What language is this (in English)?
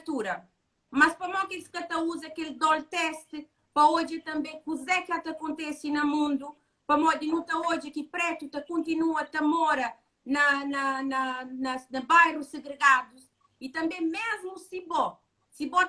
Kabuverdianu